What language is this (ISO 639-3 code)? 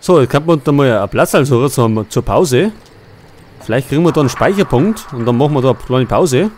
bar